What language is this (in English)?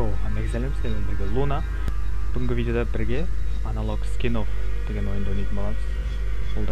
Kara-Kalpak